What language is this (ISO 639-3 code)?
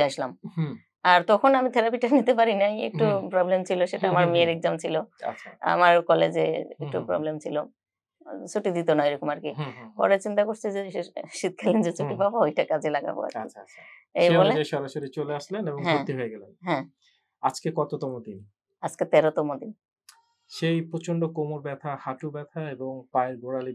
ben